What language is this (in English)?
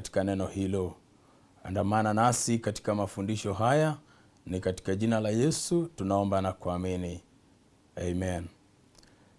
Swahili